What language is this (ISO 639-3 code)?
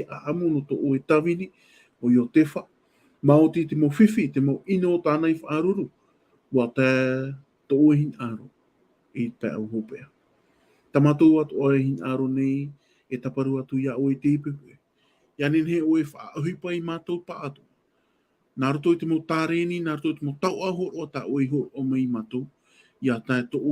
tah